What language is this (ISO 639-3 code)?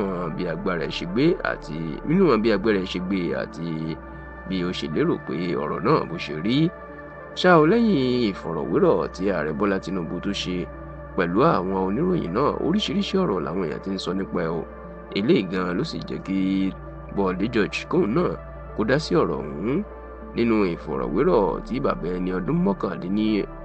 yor